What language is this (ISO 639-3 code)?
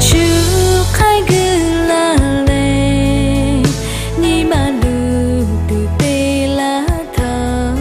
lhu